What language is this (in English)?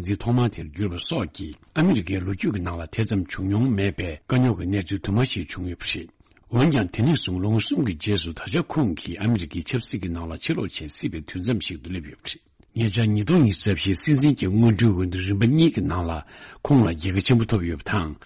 Tibetan